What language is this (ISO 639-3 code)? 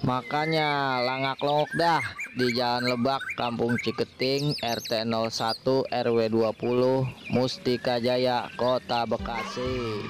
bew